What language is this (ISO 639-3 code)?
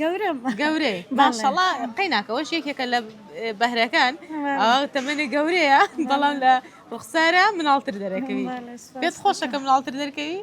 ckb